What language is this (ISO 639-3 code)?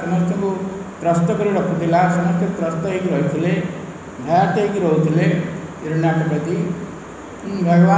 ori